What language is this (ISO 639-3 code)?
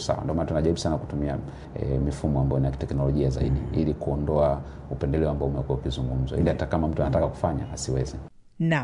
swa